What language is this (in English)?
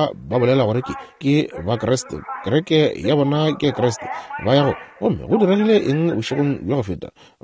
Northern Sotho